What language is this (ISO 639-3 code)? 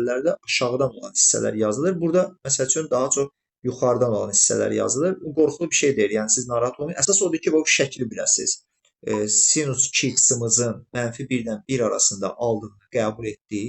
aze